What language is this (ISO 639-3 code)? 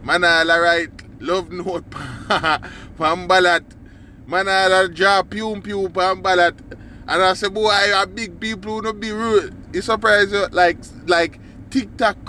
jam